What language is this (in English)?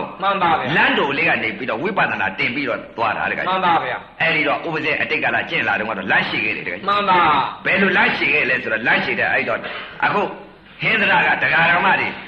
Burmese